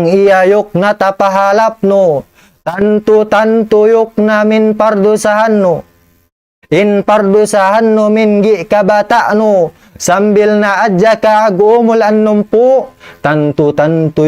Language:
Tausug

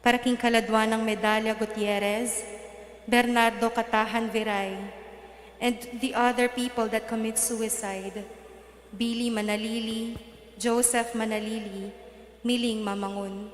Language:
Pampanga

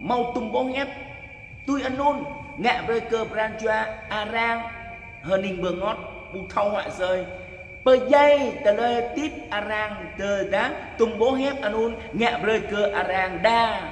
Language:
Jarai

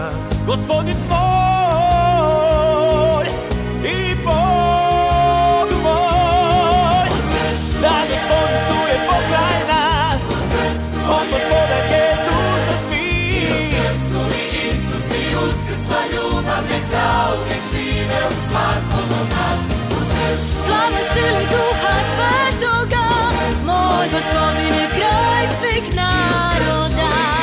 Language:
Croatian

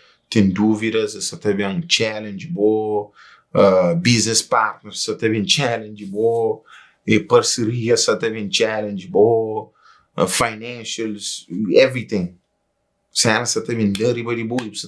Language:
Kabuverdianu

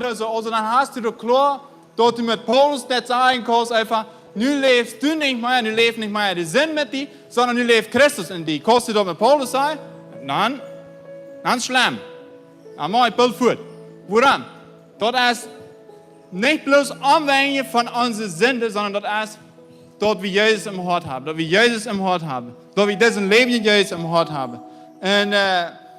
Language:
Plautdietsch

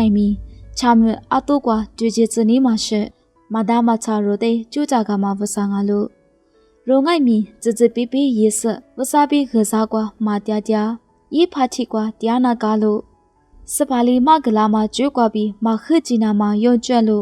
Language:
Lisu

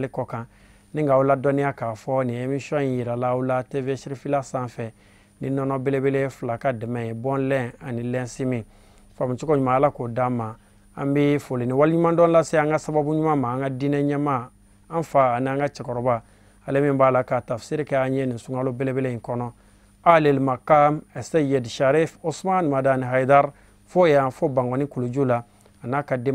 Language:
Bambara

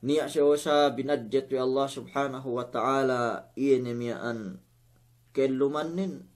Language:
Yakan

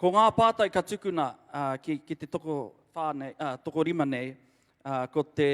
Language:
Māori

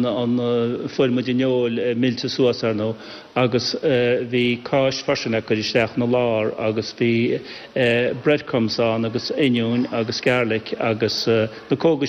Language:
Irish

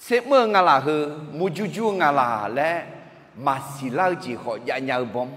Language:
Akha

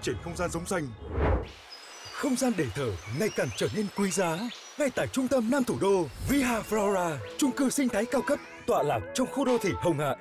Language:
Vietnamese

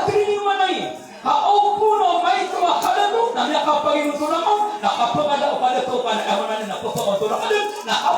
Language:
Maranao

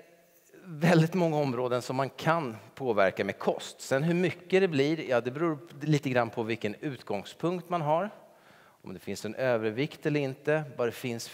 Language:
Swedish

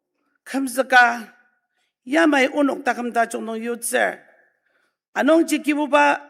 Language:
Ao Naga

